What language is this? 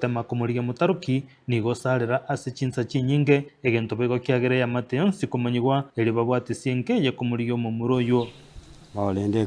Gusii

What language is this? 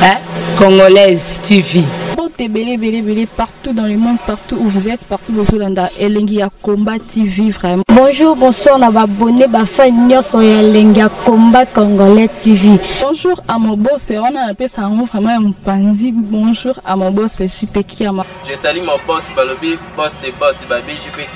Lingala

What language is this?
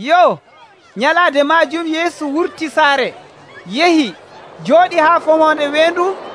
Nigerian Fulfulde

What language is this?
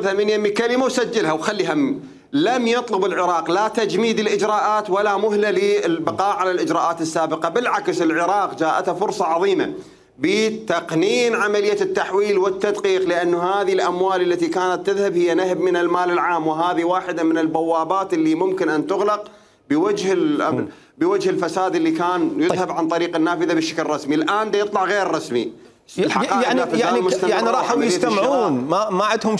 Mesopotamian Arabic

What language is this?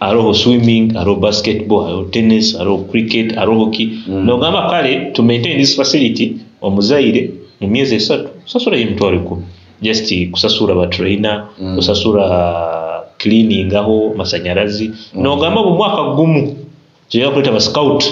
Nyoro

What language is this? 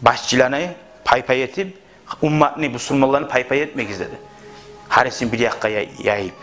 Kumyk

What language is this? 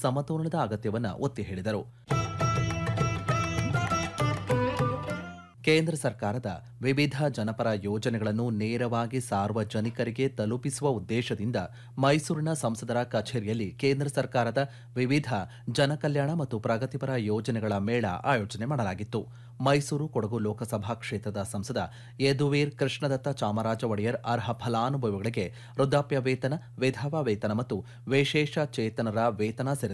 Kannada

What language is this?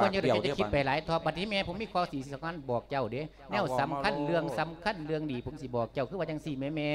Lao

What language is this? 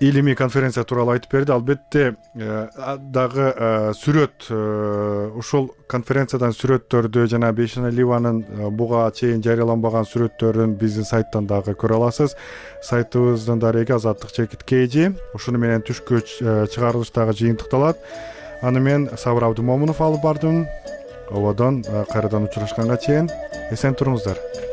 Kyrgyz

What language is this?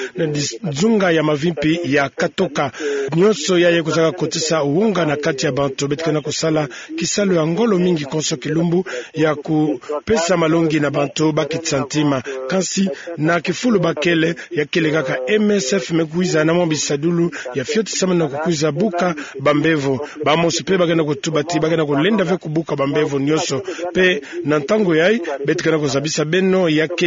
Kituba (Democratic Republic of Congo)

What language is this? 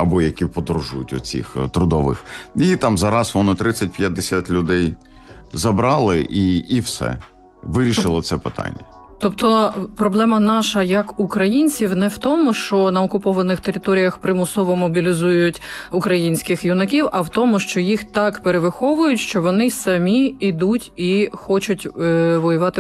Ukrainian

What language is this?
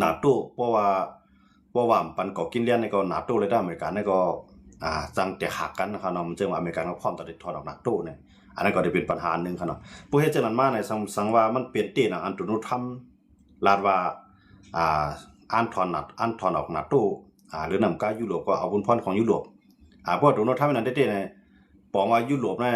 Shan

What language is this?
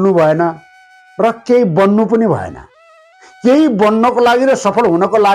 Nepali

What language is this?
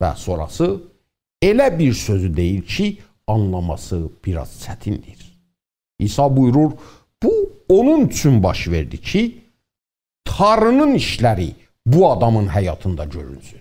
South Azerbaijani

